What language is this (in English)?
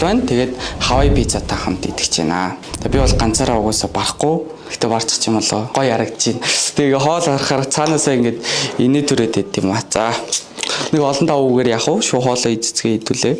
Mongolian